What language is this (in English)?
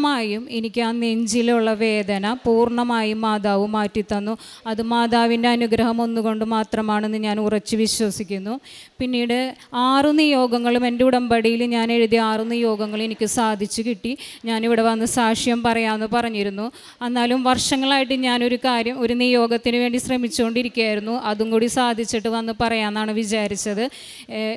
Malayalam